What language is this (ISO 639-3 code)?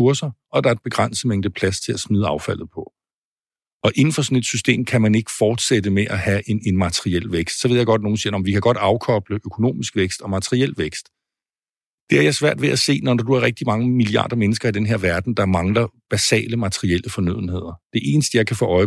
dan